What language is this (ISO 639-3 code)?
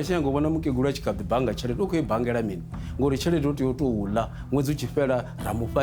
ven